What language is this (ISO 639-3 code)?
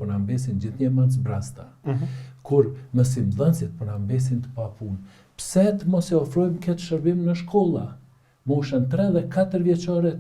sqi